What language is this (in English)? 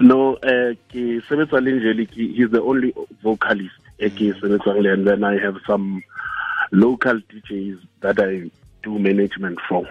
Tswana